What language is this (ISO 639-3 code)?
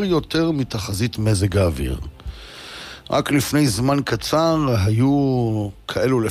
heb